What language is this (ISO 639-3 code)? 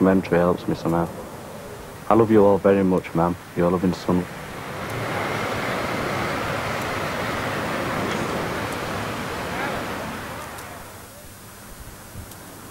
eng